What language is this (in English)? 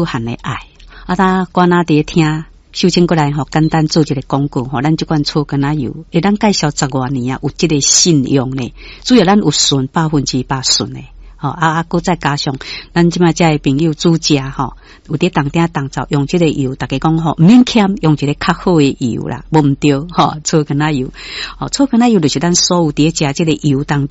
Min Nan Chinese